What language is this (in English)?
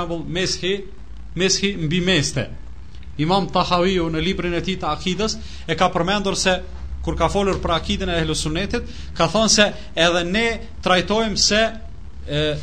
Albanian